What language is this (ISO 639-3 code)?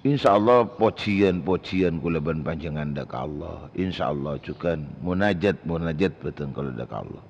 mad